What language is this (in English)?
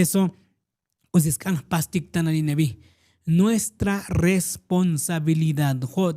Tzotzil